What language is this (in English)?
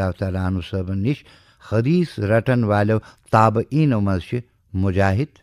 Kashmiri